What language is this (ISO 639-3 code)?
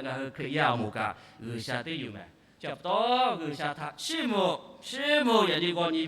lhu